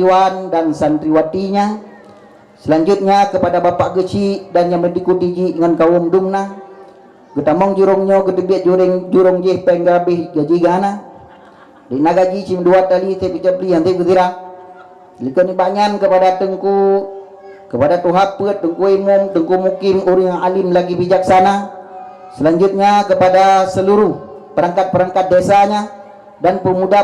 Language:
Achinese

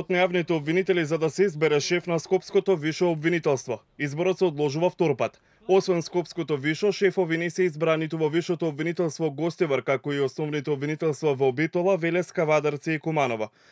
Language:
Macedonian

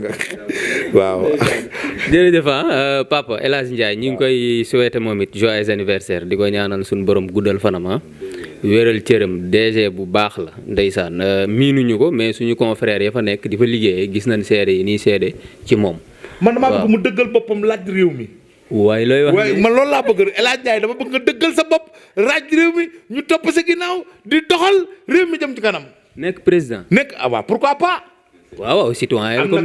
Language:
Wolof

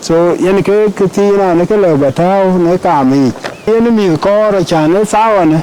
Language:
Dinka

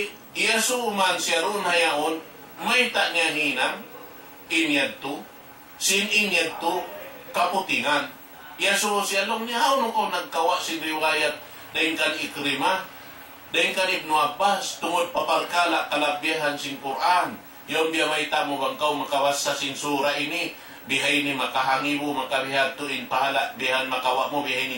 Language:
Tausug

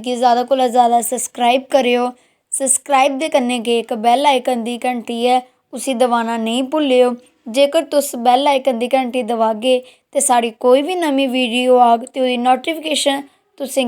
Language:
Dogri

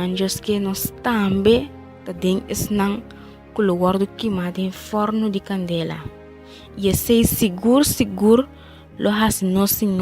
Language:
Papiamento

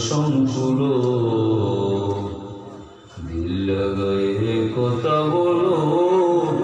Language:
Bangla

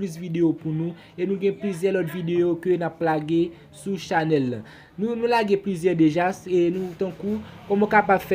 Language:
Haitian Creole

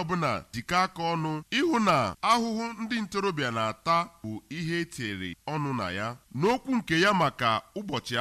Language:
Igbo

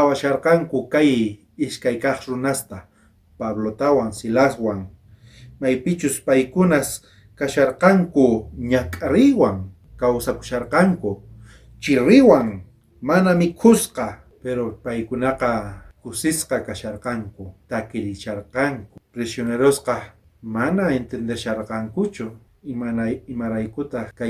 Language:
South Bolivian Quechua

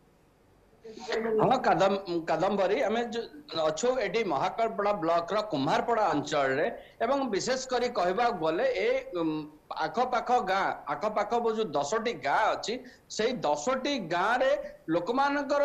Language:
Odia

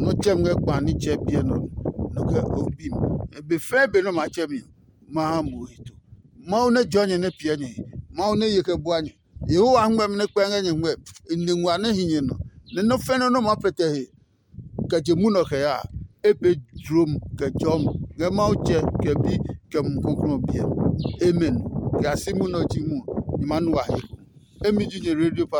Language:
Adangme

